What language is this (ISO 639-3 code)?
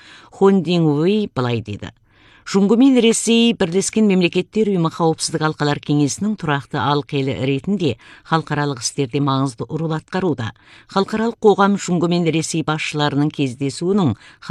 kaz